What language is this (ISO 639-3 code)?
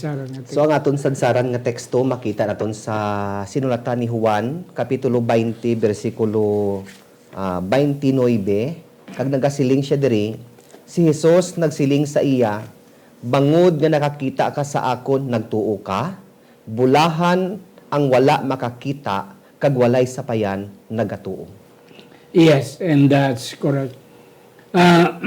hil